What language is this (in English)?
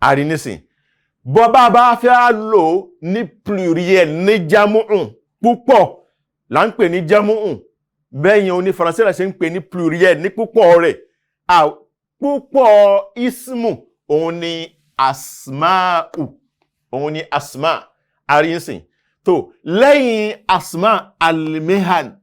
Yoruba